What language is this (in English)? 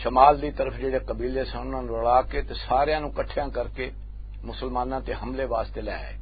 Western Panjabi